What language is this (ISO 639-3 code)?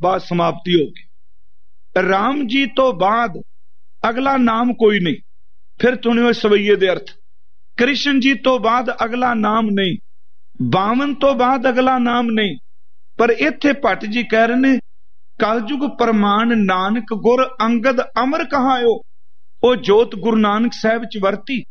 pan